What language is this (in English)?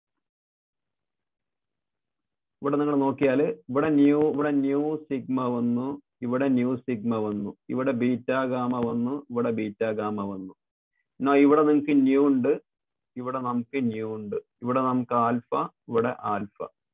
Malayalam